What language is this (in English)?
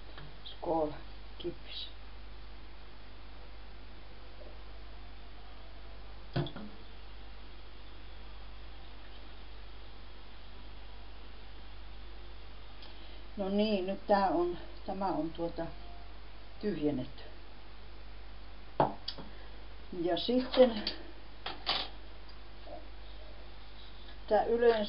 Finnish